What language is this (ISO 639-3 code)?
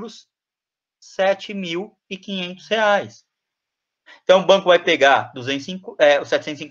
por